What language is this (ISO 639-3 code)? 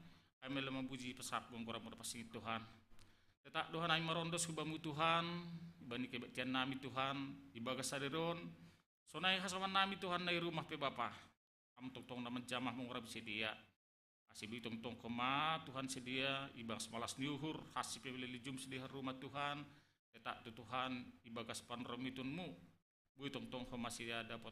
bts